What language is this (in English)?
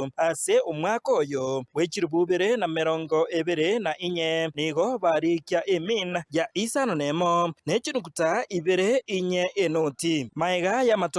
Gusii